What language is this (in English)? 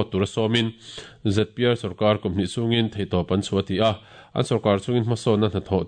Mizo